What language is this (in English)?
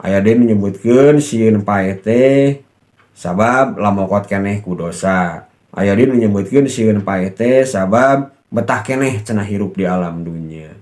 Sundanese